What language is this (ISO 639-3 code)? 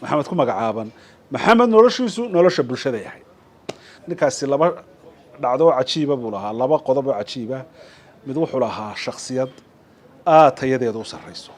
som